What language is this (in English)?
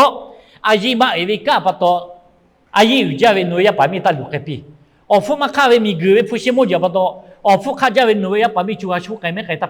Lahu